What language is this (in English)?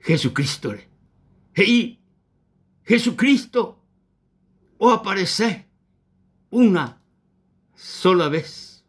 Guarani